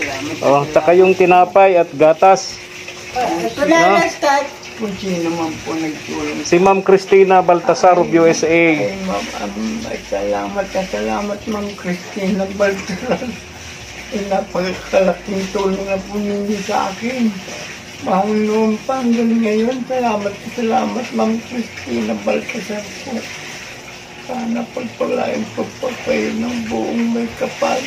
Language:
Filipino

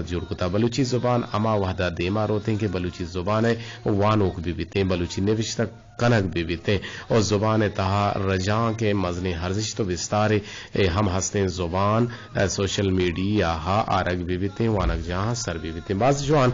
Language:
Eastern Balochi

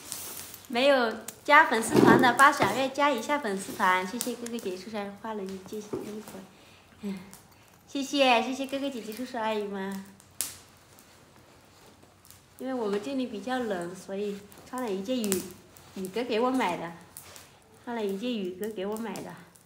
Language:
Chinese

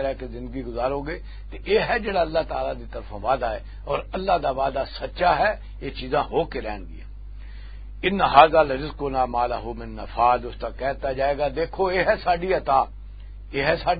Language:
Western Panjabi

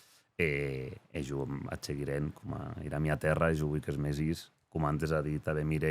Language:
Occitan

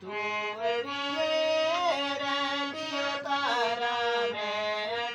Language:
Dogri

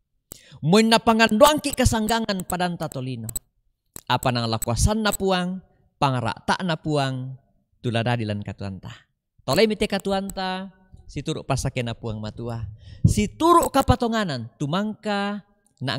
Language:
Toraja-Sa'dan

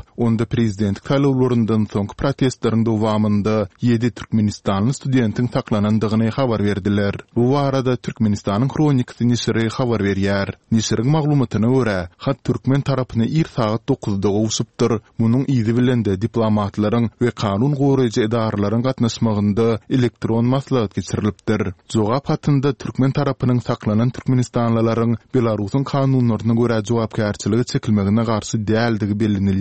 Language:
Turkmen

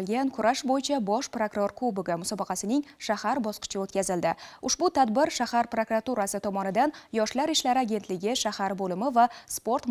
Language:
Uzbek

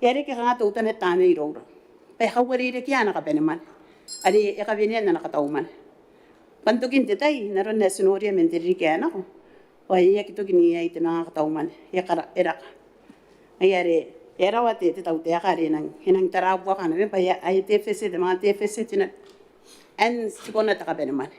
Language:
Gilbertese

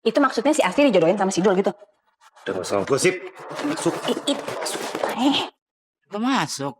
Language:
Betawi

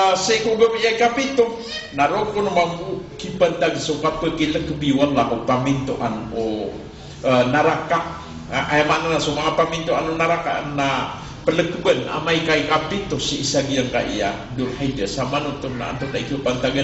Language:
Maranao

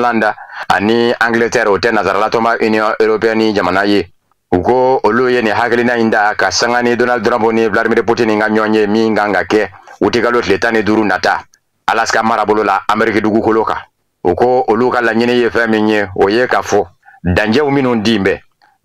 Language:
Bambara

